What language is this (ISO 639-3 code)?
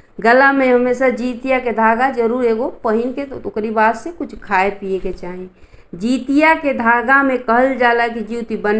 bho